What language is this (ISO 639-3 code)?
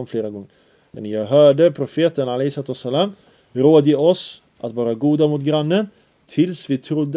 swe